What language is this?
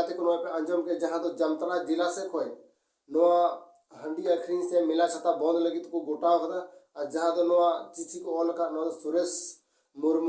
Santali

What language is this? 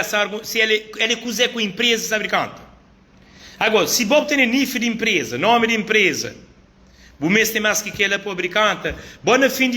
Kabuverdianu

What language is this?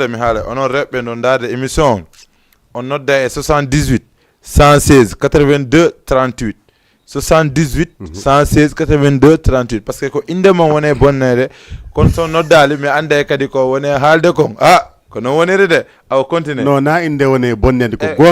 Fula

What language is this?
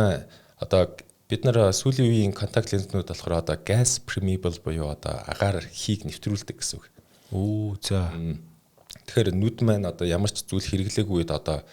Mongolian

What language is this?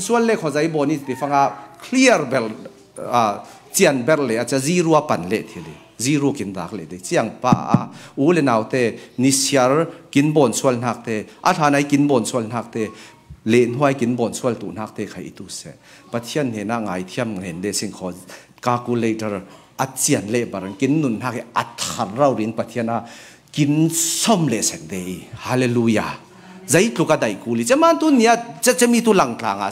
Falam Chin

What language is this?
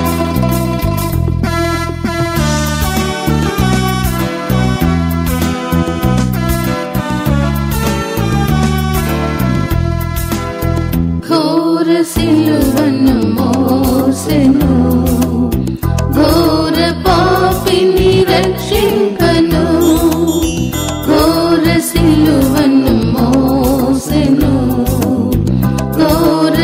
Telugu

